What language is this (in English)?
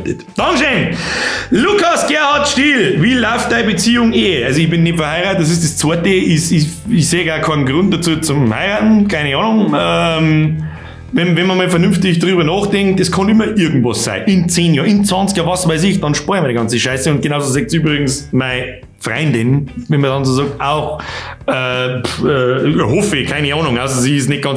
Bavarian